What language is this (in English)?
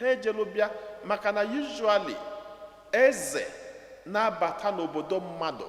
Igbo